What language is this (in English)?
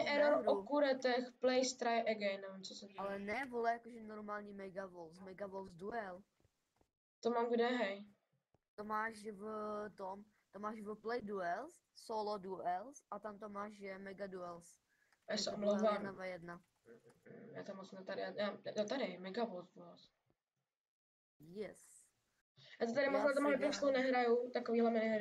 Czech